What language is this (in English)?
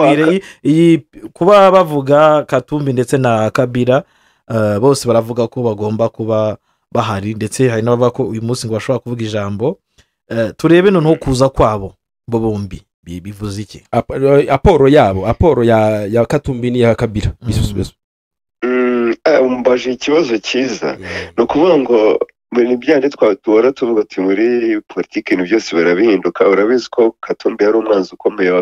Kinyarwanda